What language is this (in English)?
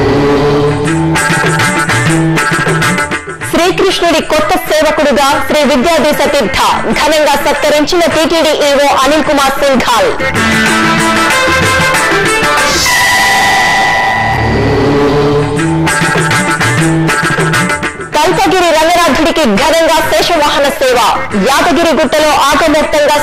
Telugu